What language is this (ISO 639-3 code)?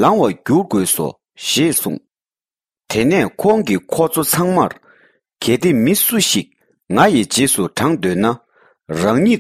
bod